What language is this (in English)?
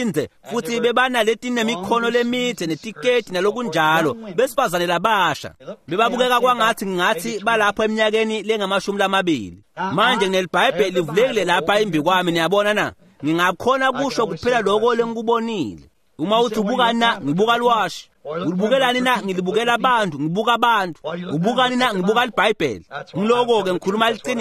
Swati